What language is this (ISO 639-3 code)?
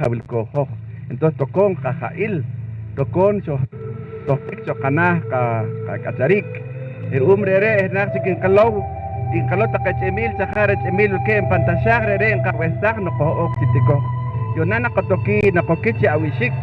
poh